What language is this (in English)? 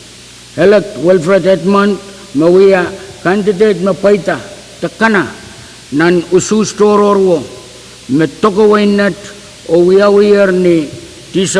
Pohnpeian